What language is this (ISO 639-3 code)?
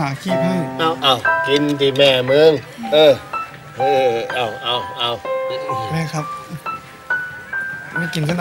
tha